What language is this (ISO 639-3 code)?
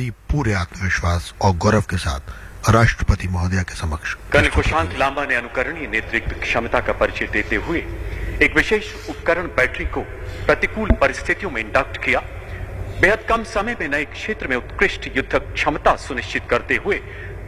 hin